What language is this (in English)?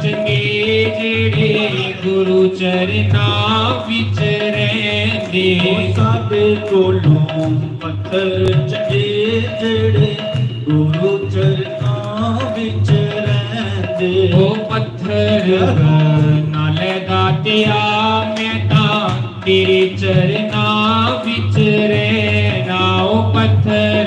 Dogri